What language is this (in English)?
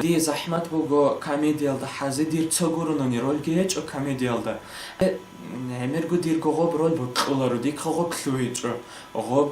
Avaric